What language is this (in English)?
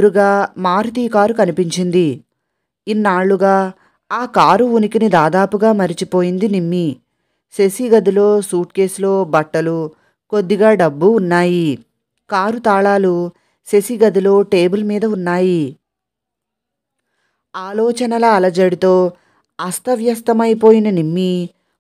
Telugu